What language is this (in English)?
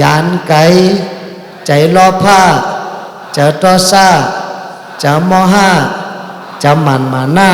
Shan